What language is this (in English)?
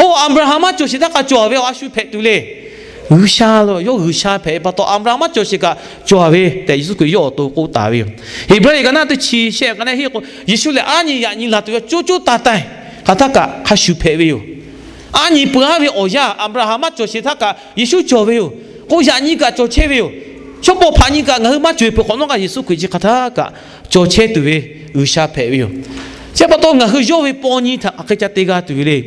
Lahu